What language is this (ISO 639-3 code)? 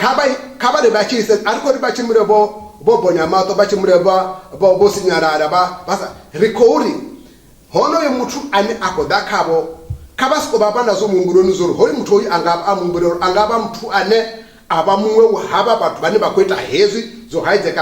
ven